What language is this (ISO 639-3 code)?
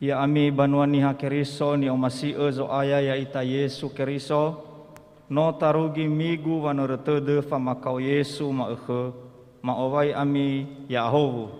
nia